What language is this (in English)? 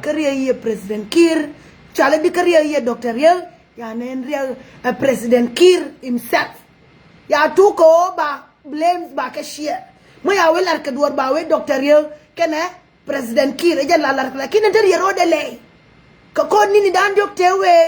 Nuer